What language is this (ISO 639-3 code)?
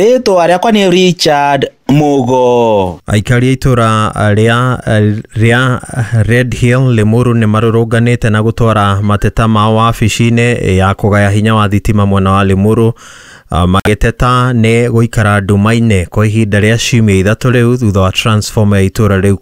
kik